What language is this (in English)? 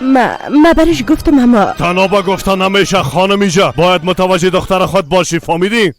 Persian